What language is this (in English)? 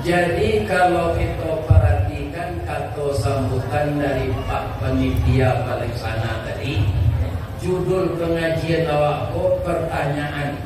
Minangkabau